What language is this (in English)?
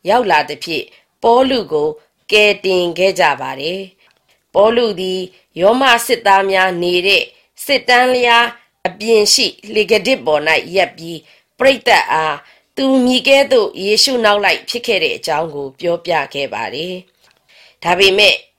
Burmese